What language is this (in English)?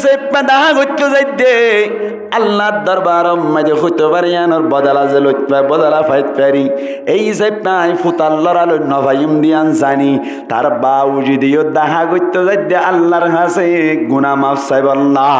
Rohingya